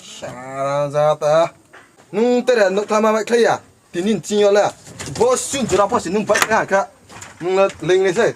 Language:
Riang (India)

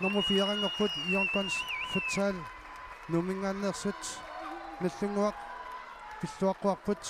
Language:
Kalaallisut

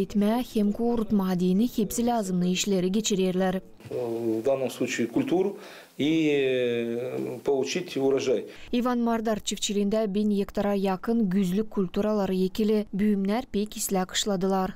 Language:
Gagauz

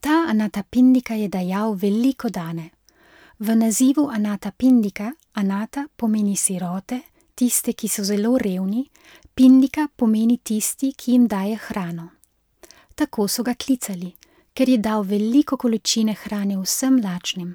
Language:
Slovenian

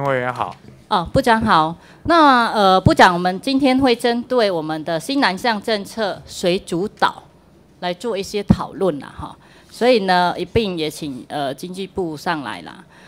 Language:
Chinese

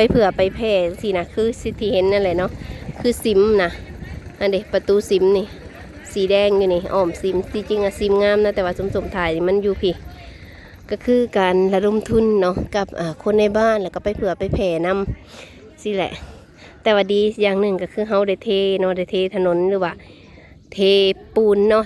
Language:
Lao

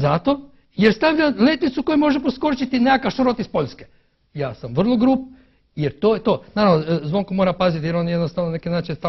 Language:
Croatian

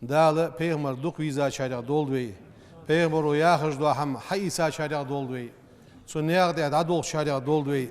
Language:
Ingush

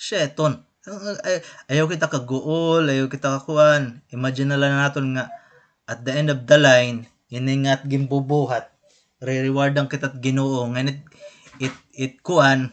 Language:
Waray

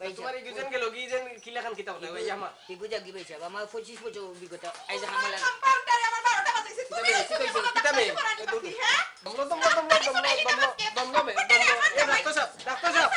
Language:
Sylheti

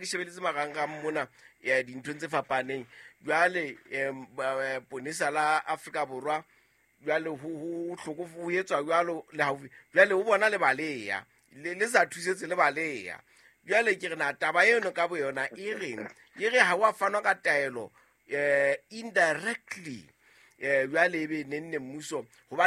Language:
Southern Sotho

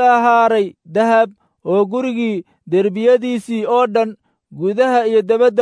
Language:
Somali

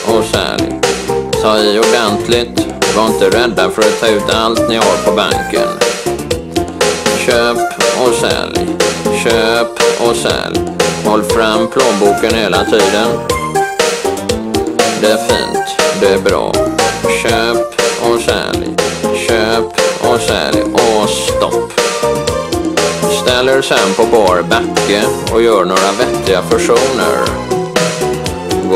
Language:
Swedish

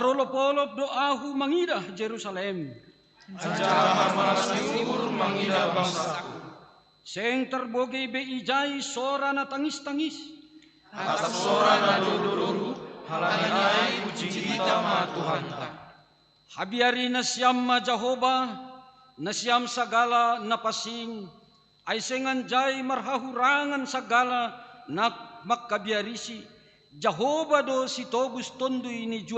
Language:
Batak Simalungun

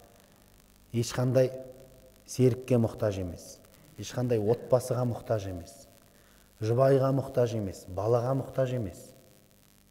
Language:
Kazakh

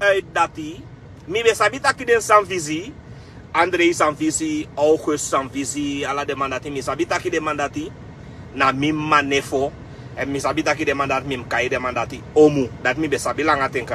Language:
Sranan Tongo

